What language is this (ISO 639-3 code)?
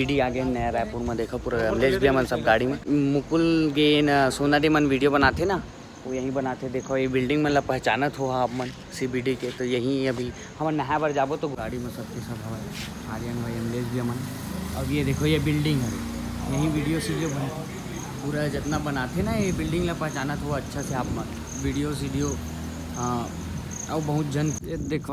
hne